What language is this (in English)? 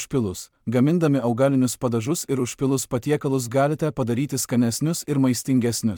Lithuanian